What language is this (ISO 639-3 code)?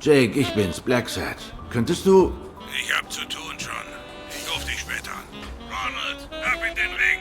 gsw